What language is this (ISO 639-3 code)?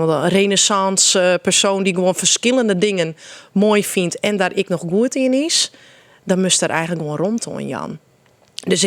fry